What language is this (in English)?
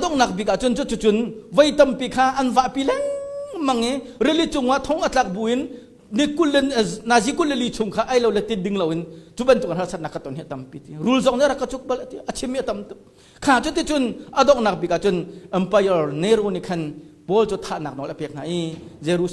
Hakha Chin